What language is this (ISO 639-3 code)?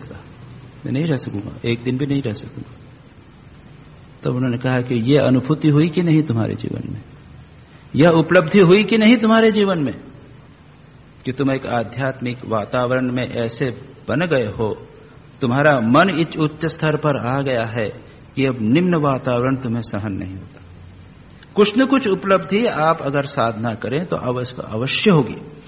hin